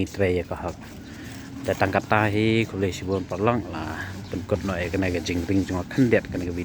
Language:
Khasi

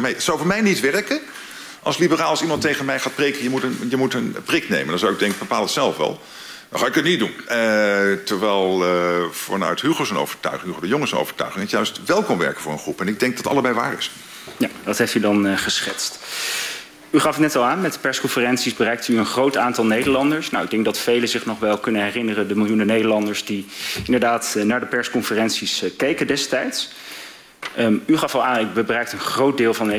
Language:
Dutch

